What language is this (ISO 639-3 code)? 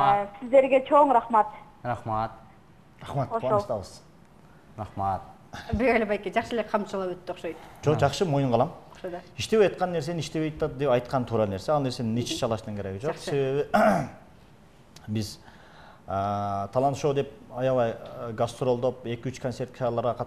kir